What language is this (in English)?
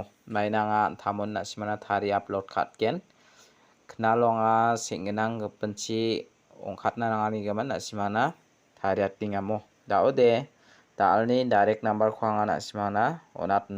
Garo